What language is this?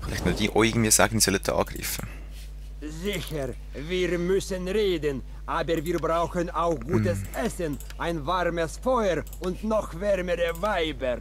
Swiss German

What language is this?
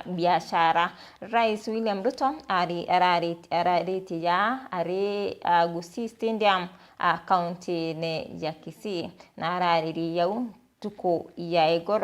Meru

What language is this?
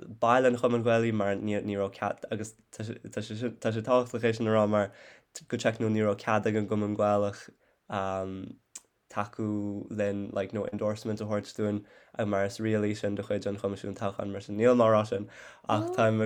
Irish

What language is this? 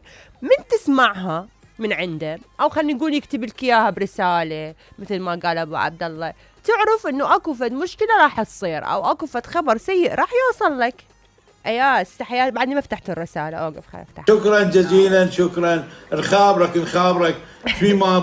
Mesopotamian Arabic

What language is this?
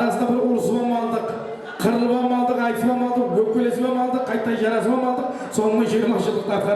Kara-Kalpak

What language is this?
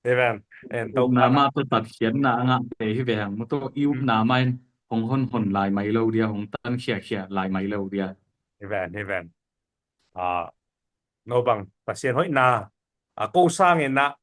Tedim Chin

